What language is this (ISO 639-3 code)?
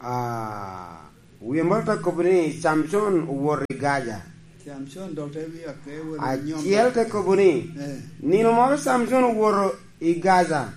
laj